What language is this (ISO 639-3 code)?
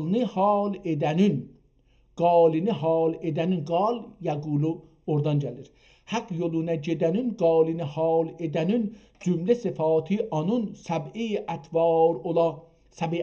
azb